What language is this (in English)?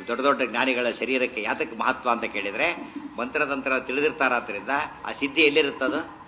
Kannada